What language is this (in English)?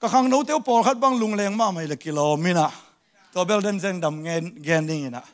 Tedim Chin